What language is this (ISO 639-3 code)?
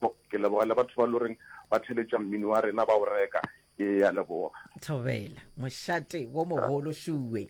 nso